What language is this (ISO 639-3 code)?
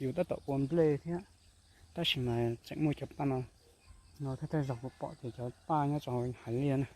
hmn